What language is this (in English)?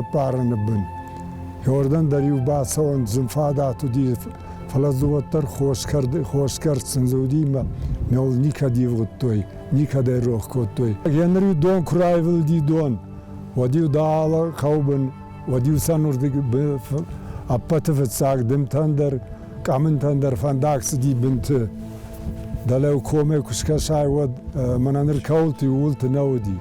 Ossetic